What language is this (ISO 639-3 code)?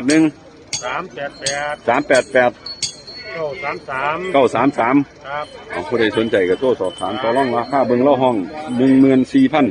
tts